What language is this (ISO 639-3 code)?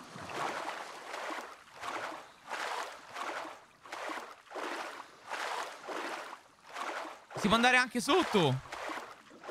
ita